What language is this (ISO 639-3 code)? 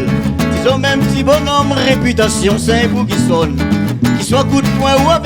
rcf